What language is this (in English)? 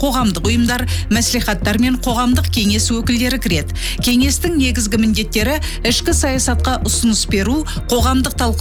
Kazakh